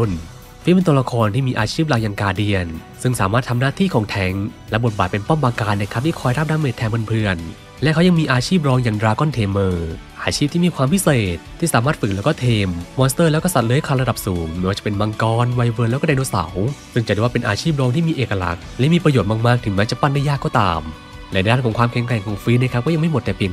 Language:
Thai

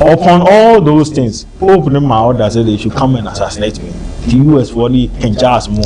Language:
Akan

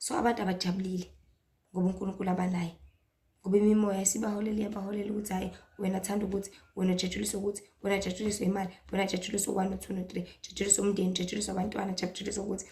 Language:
Zulu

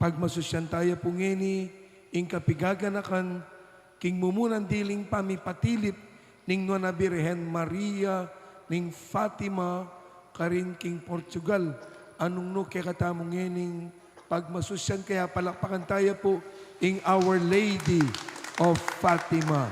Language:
Pampanga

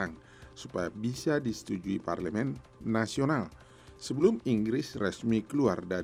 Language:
Indonesian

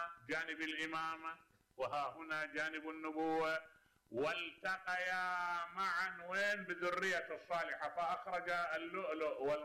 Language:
Mesopotamian Arabic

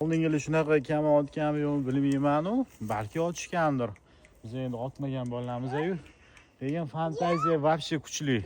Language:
Uzbek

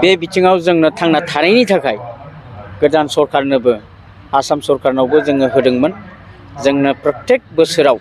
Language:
Bodo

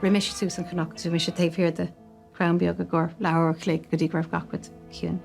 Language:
Irish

